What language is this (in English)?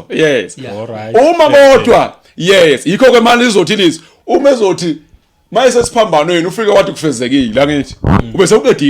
Zulu